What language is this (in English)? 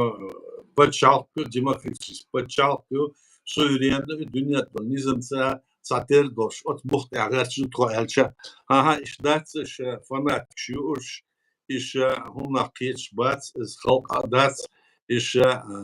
Chechen